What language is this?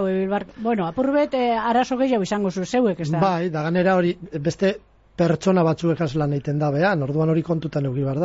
Basque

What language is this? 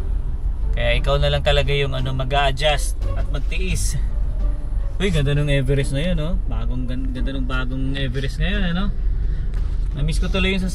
Filipino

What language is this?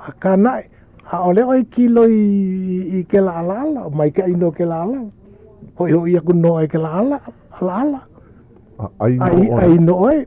Hawaiian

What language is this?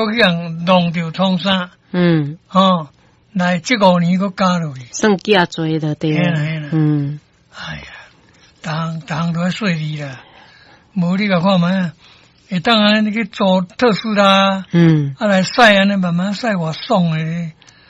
Min Nan Chinese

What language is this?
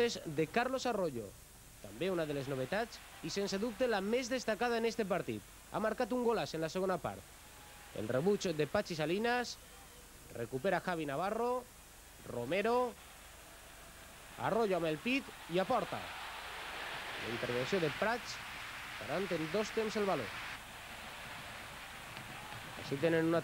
Catalan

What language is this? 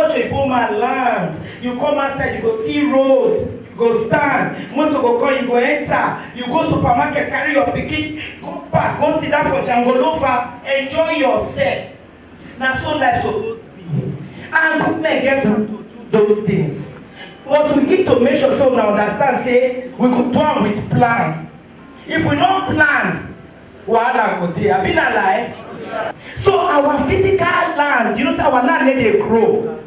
Nigerian Pidgin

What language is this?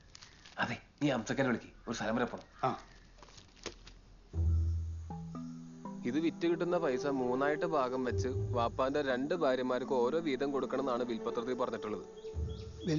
Malayalam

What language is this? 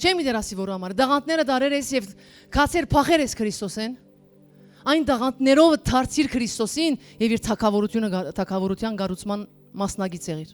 Western Armenian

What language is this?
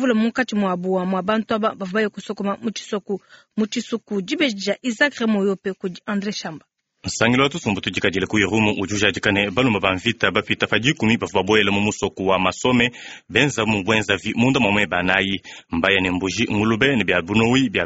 Luba-Lulua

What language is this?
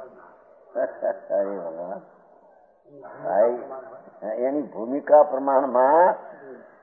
Gujarati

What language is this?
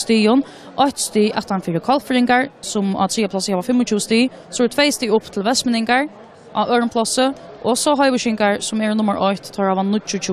Faroese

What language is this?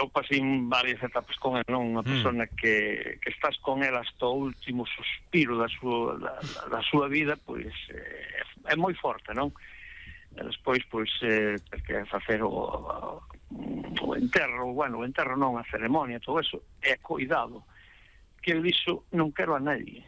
Galician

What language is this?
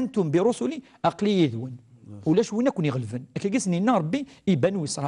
Kabyle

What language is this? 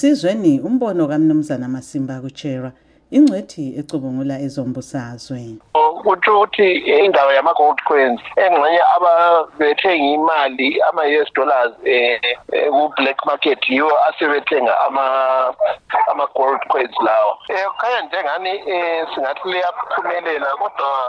North Ndebele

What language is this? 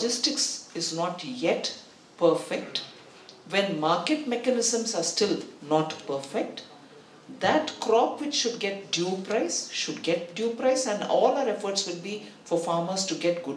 Marathi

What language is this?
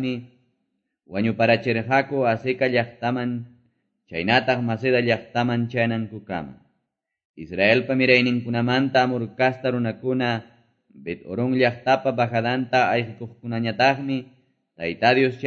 Quechua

